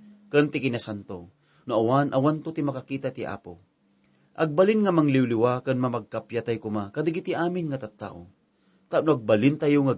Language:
Iloko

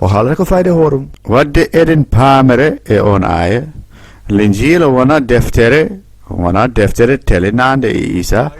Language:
Fula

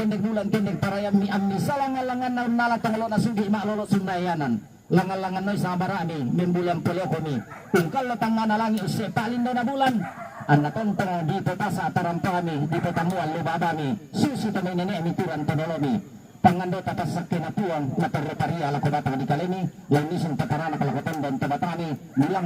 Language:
Toraja-Sa'dan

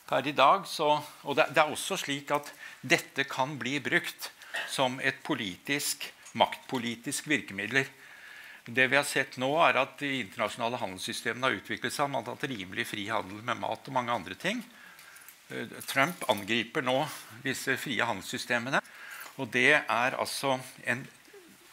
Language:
Norwegian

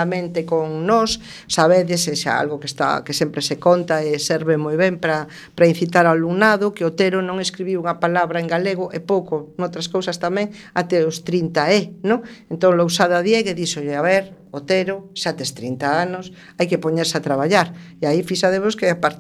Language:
Galician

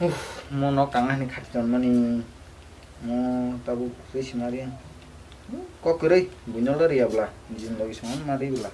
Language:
Kok Borok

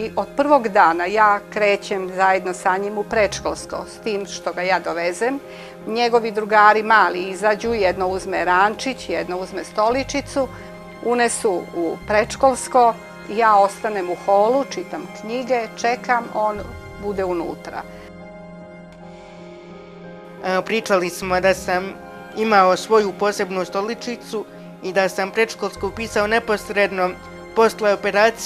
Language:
Serbian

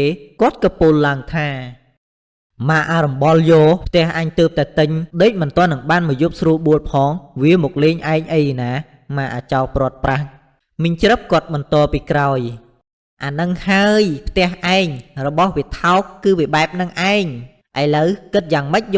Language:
Khmer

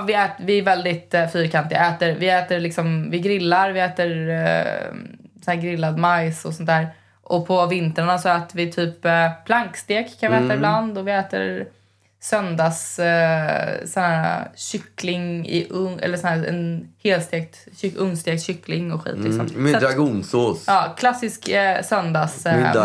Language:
Swedish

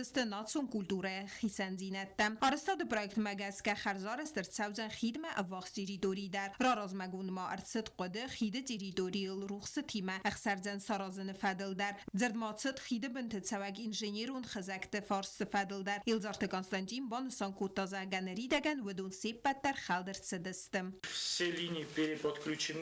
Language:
Ossetic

